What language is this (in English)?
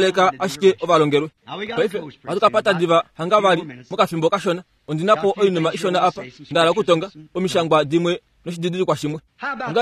Kuanyama